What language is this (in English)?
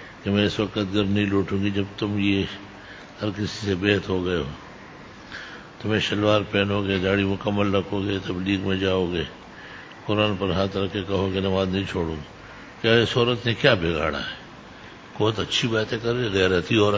Urdu